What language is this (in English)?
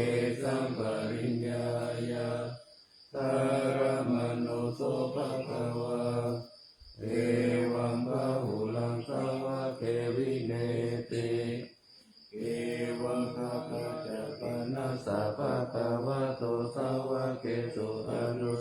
Pali